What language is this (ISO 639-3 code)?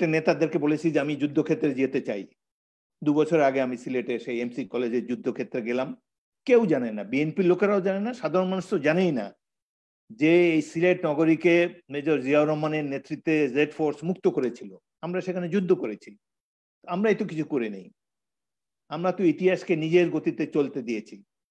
ben